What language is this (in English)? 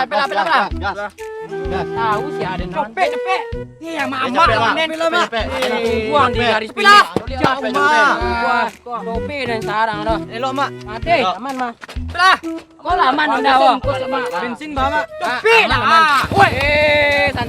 Minangkabau